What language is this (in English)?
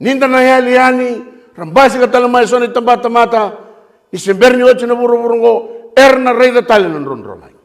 Fijian